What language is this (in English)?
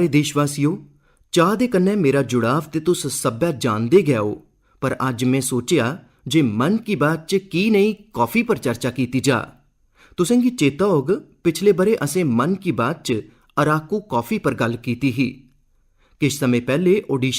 Dogri